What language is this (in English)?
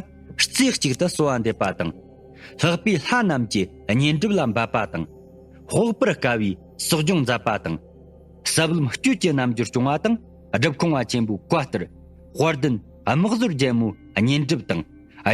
Tibetan